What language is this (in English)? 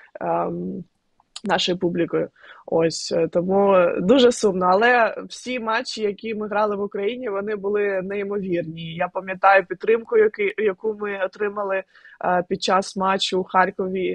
Ukrainian